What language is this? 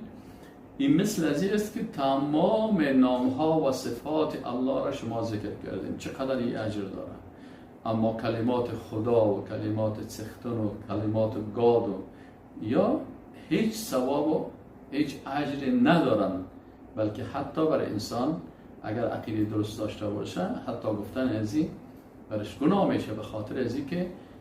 Persian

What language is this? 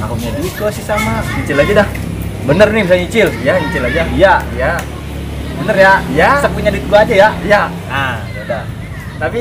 Betawi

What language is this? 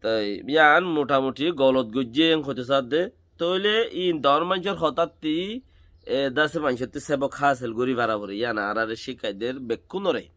Rohingya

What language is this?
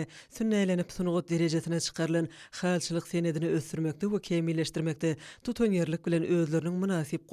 Turkmen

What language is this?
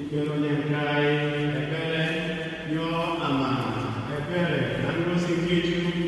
Igbo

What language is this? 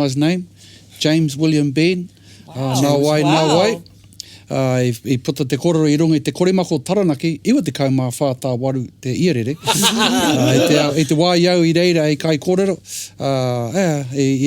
Māori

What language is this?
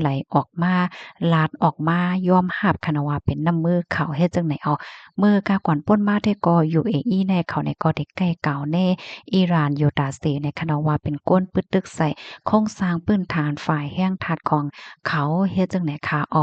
Shan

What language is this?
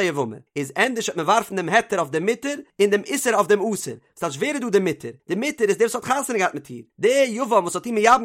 Yiddish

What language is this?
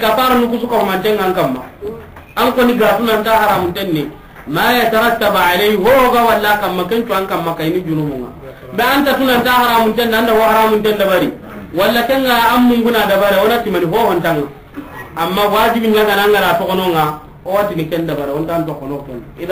Soninke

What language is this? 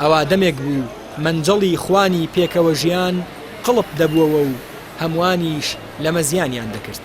Central Kurdish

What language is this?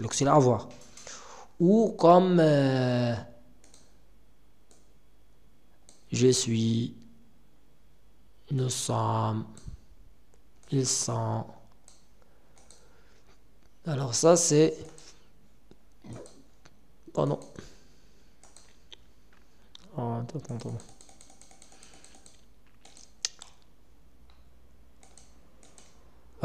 French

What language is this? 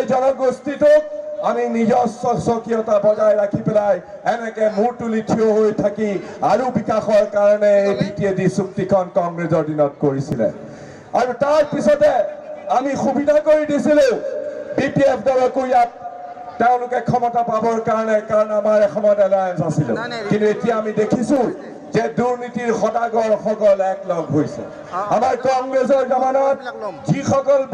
Assamese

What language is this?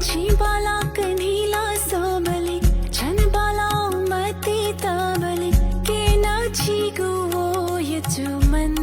Newari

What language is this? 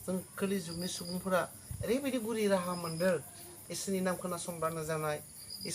Bodo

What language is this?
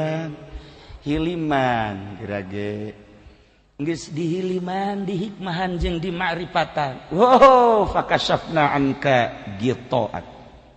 Sundanese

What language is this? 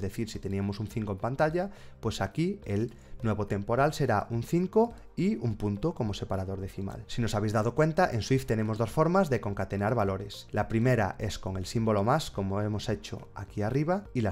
Spanish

